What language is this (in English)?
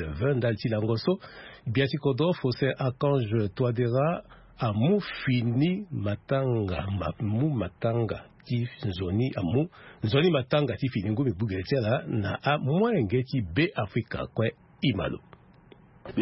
Sango